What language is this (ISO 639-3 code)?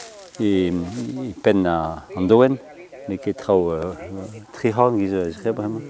bre